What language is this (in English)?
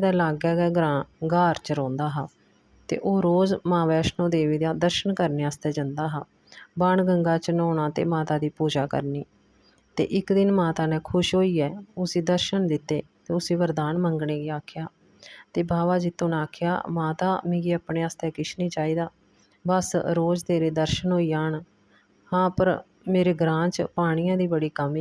Dogri